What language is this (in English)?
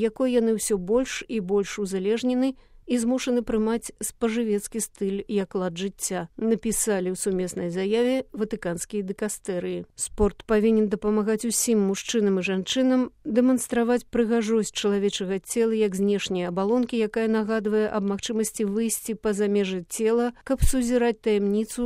Belarusian